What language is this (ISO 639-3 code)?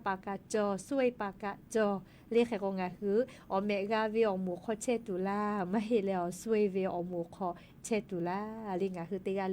lhu